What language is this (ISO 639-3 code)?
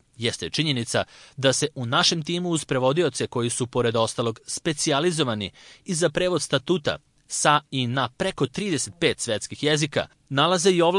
srp